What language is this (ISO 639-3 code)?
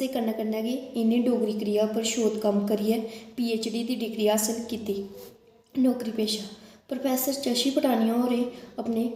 doi